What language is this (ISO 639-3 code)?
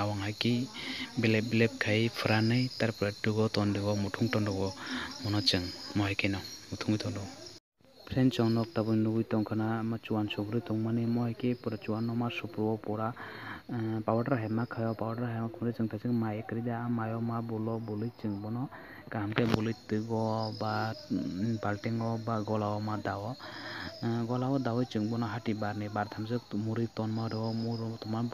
trp